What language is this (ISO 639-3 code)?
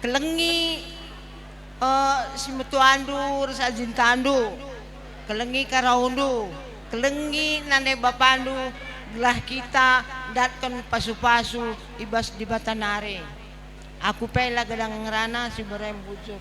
btx